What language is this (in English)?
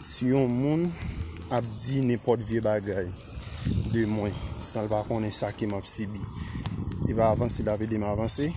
Haitian Creole